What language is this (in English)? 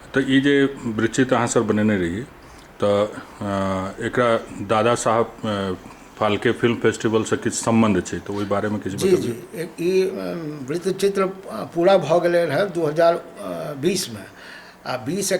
Maithili